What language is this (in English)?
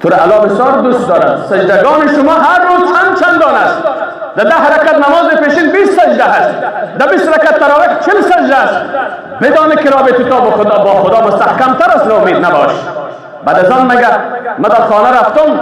Persian